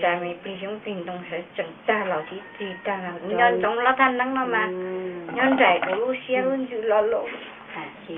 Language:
Hmong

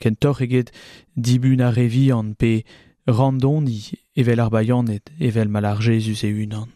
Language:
Breton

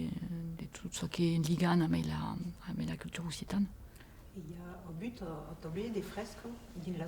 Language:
Occitan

